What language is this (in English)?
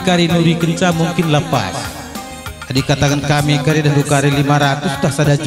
Batak Karo